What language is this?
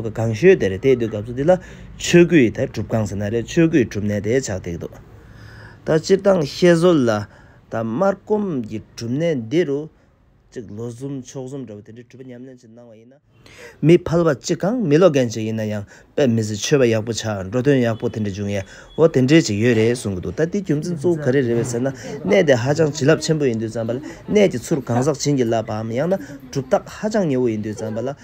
Tibetan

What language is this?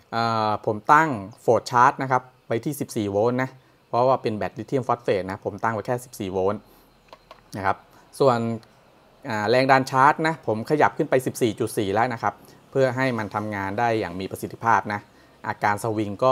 Thai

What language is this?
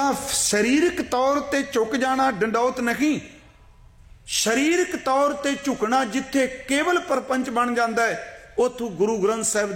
Punjabi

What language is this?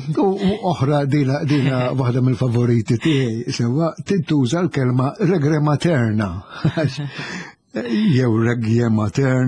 Maltese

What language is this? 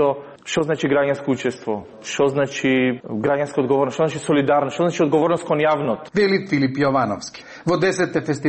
Macedonian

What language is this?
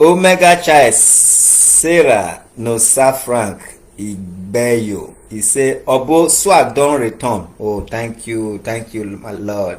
Nigerian Pidgin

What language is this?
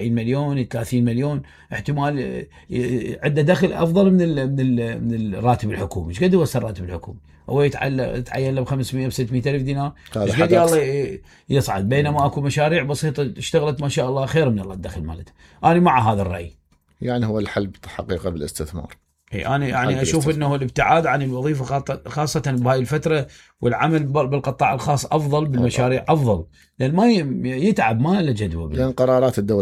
Mesopotamian Arabic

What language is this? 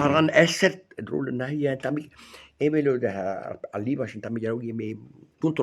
Breton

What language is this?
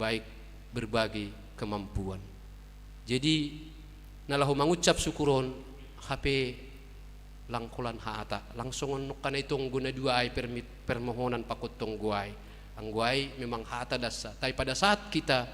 Batak Simalungun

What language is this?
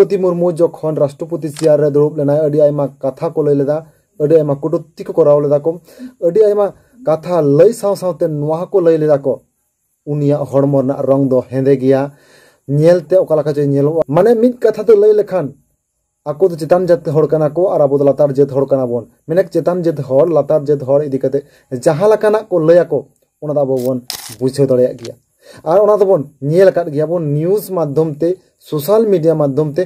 Santali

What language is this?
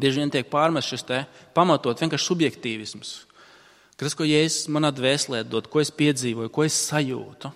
Latvian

